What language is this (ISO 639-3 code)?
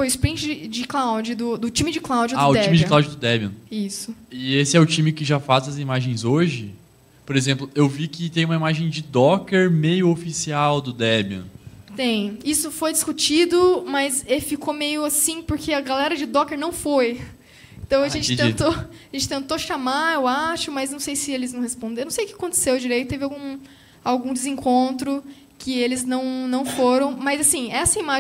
por